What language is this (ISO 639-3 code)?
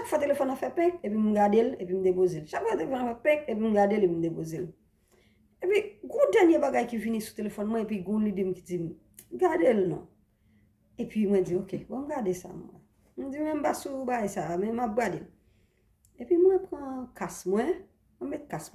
hat